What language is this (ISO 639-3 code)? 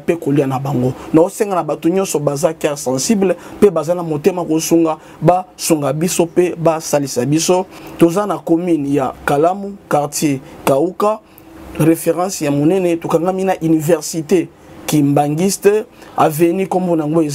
lin